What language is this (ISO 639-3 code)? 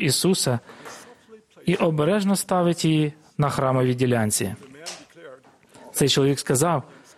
ukr